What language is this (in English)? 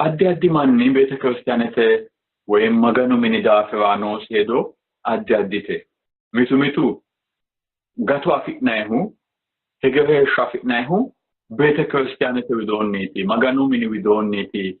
Sidamo